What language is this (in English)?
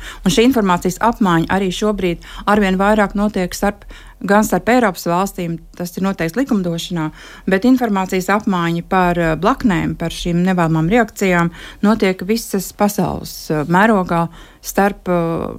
Latvian